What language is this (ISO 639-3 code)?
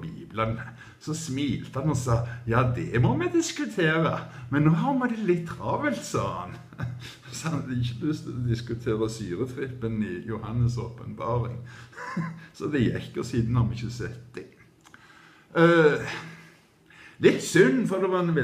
nor